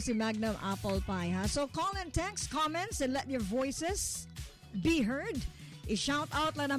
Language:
Filipino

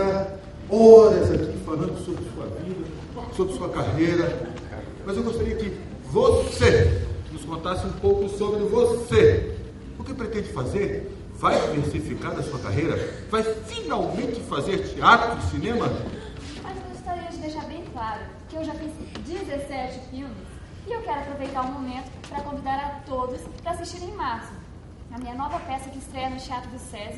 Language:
Portuguese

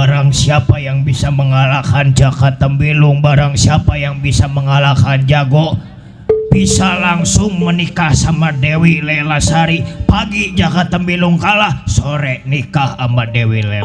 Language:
Betawi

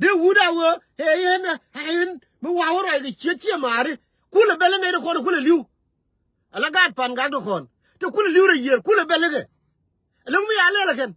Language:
Nuer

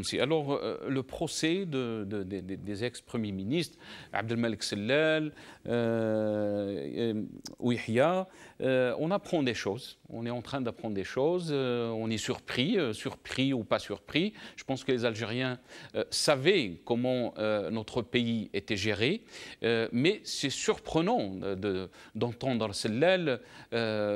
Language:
French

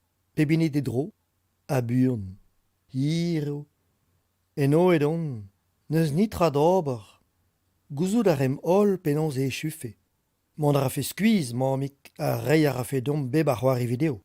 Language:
Breton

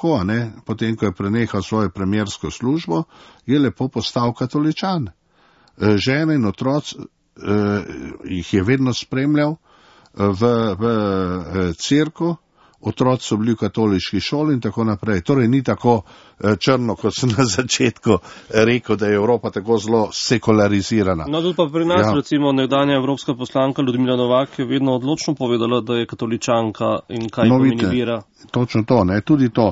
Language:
Slovenian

